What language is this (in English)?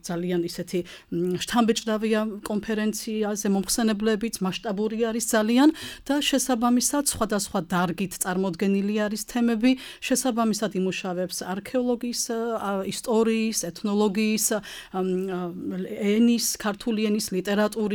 Georgian